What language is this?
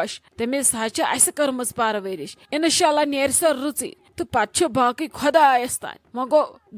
Kashmiri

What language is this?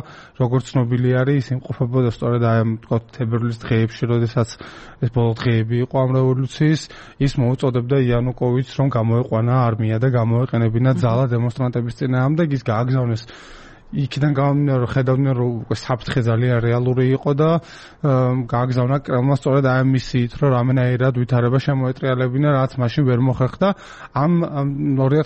Georgian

